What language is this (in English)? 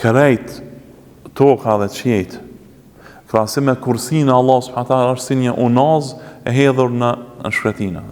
Albanian